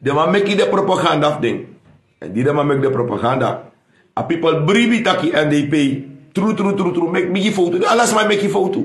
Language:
Sranan Tongo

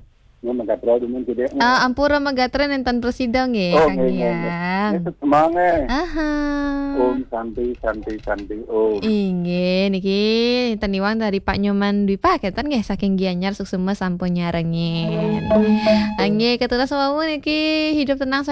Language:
Balinese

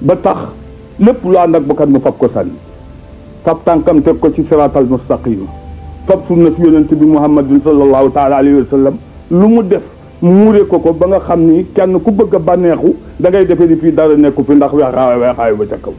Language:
Wolof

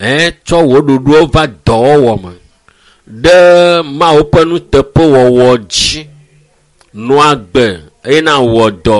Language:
Ewe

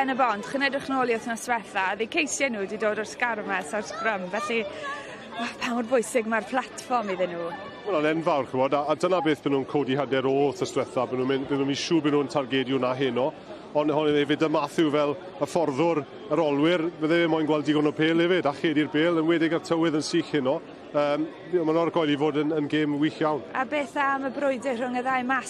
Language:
Welsh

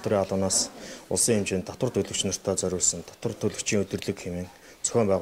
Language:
Mongolian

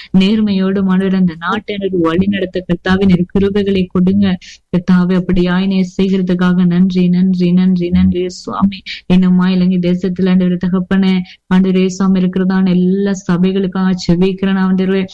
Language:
Tamil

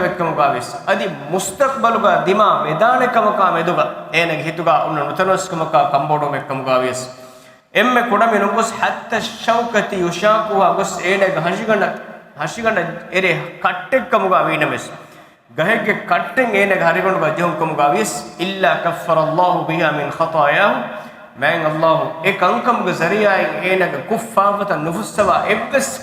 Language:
Divehi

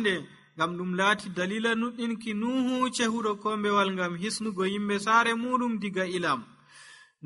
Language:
Nigerian Fulfulde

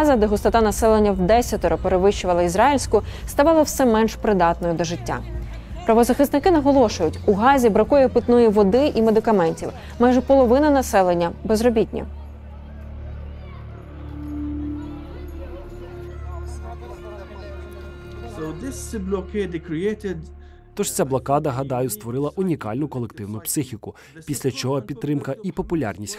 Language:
Ukrainian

